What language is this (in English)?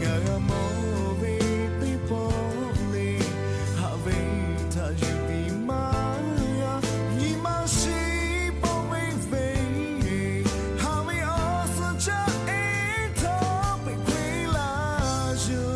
Lahu